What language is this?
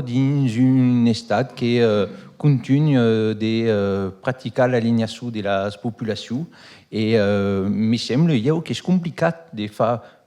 Occitan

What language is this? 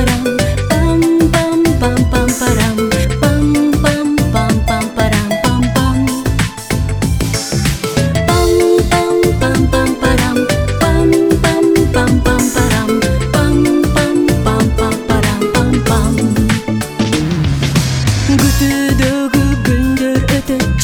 Kyrgyz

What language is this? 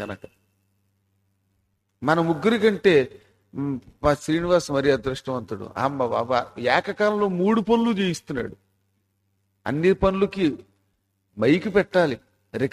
Telugu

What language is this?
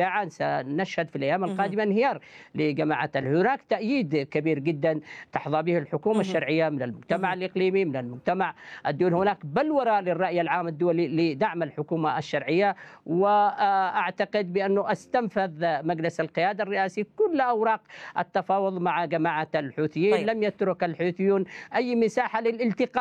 Arabic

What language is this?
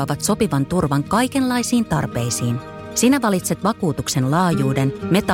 Finnish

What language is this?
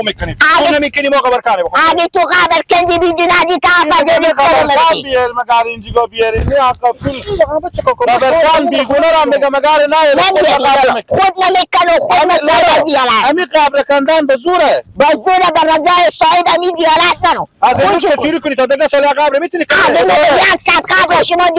Persian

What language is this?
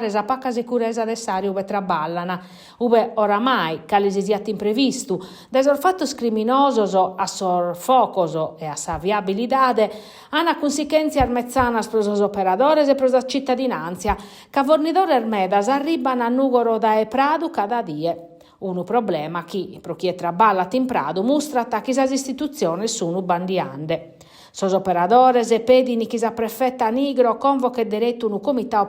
Sardinian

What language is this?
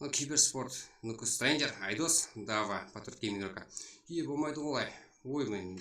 Kara-Kalpak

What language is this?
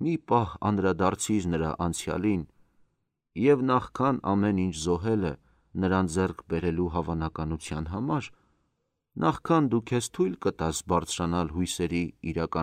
Armenian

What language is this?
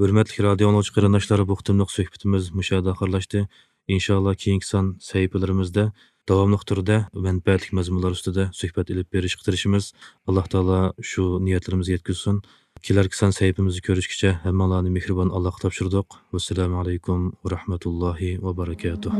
Uyghur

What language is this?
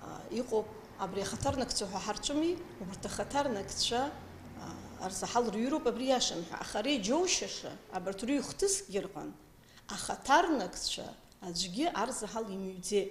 Abkhazian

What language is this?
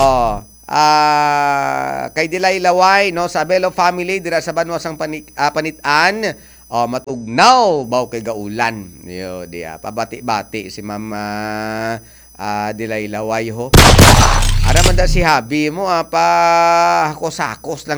Hiligaynon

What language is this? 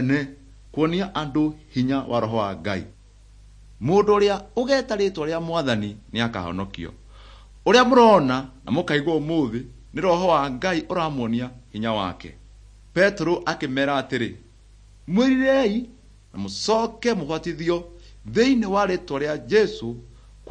Kikuyu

